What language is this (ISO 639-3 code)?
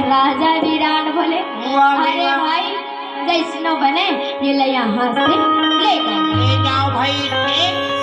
hne